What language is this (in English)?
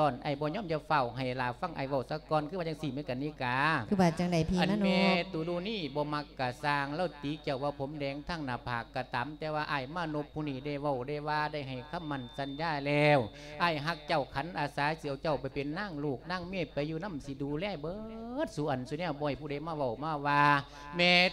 Lao